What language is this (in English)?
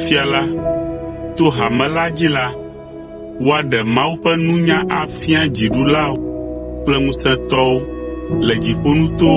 Ewe